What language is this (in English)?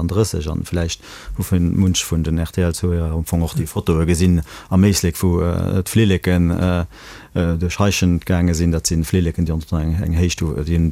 Luxembourgish